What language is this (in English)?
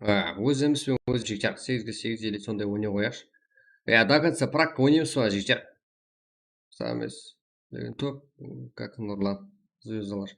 Kara-Kalpak